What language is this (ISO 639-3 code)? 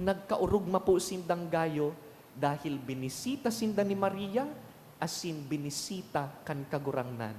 bik